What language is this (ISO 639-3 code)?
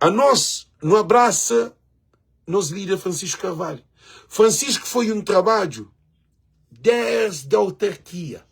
kea